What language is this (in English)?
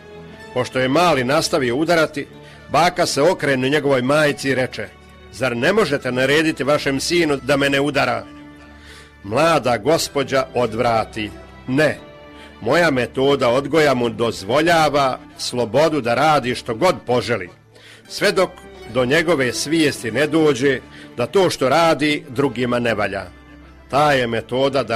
Croatian